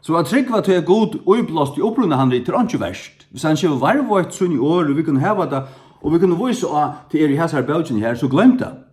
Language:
Faroese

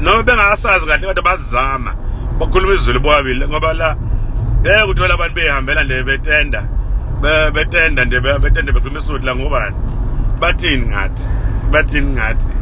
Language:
Zulu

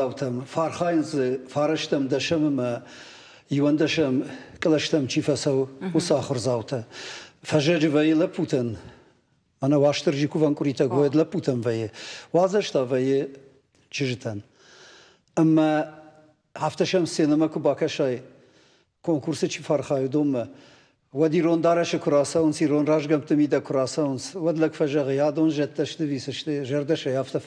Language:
Ossetic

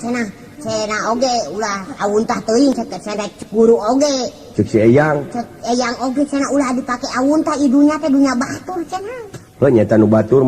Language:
Sundanese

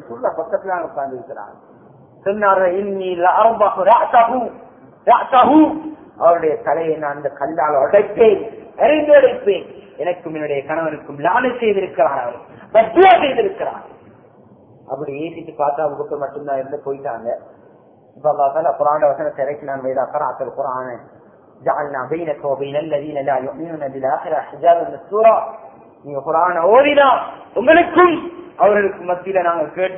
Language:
Tamil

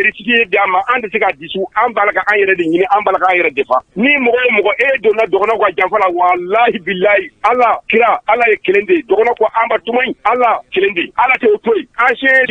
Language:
Bambara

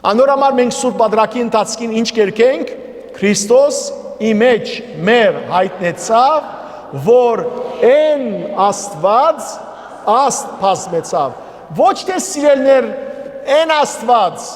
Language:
Western Armenian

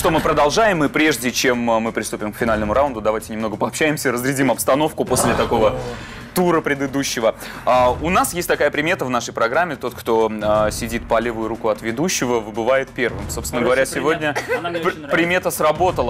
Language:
Russian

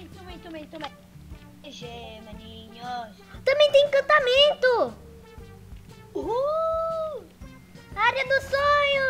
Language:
Portuguese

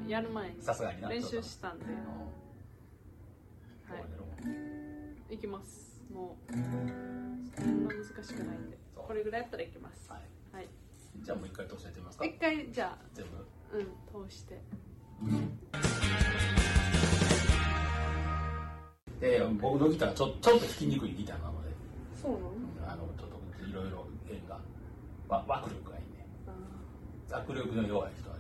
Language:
Japanese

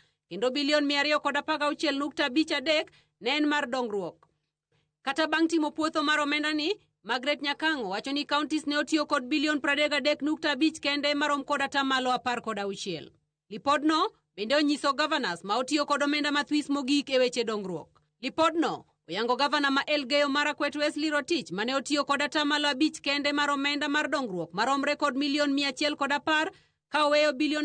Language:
Luo (Kenya and Tanzania)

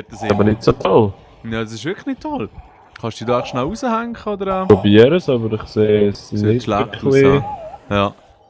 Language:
Swiss German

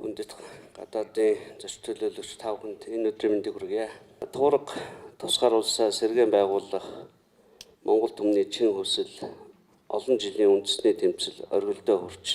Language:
Mongolian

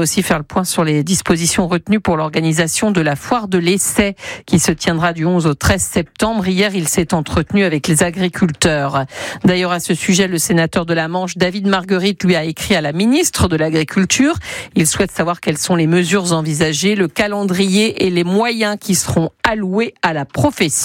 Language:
French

